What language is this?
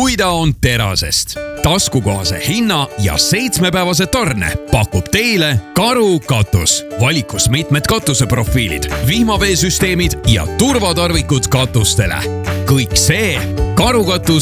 Estonian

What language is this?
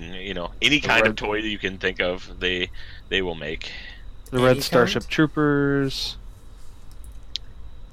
English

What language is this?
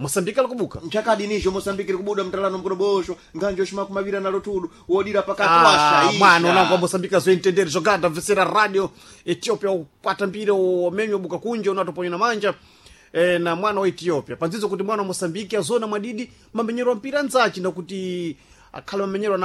Sena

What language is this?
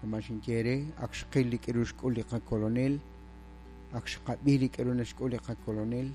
Kekchí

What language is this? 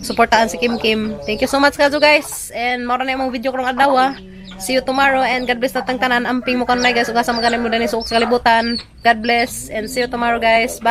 Cebuano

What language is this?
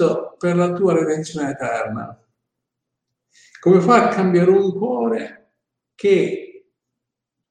Italian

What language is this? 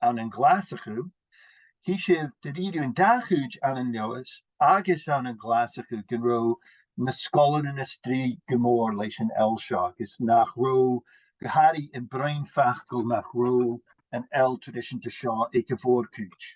Scottish Gaelic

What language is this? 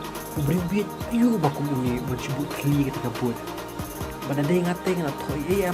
Khasi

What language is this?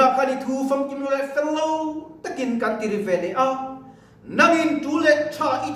Mizo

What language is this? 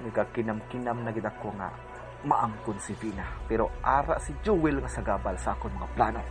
Hiligaynon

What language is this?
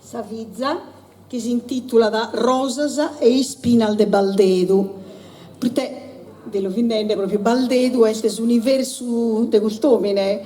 Sardinian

